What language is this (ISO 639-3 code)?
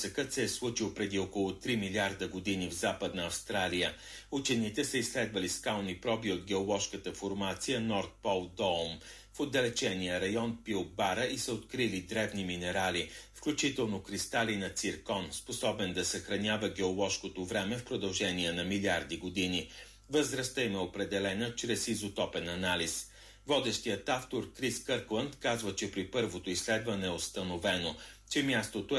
bul